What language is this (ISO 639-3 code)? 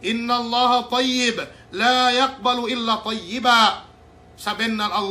yka